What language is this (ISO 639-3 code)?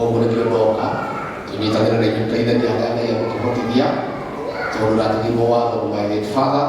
kik